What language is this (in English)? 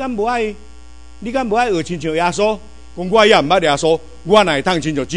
Min Nan Chinese